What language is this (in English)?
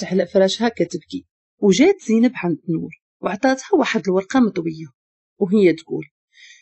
Moroccan Arabic